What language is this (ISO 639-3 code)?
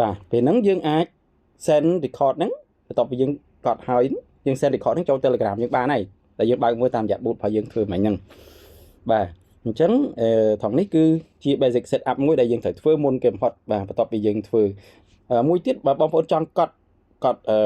khm